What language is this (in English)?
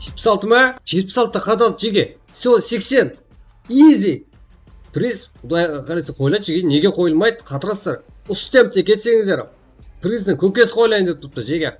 Kara-Kalpak